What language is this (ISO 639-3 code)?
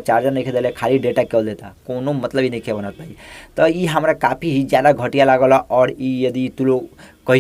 bho